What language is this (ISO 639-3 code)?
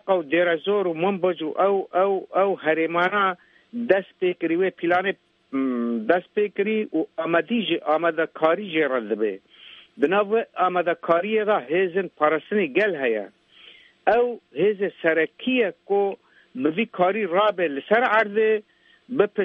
kur